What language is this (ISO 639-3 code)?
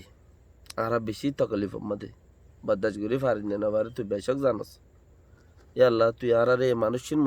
rhg